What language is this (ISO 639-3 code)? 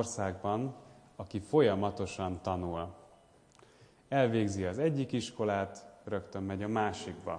hun